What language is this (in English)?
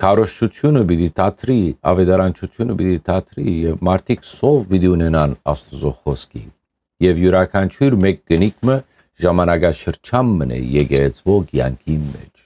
Western Armenian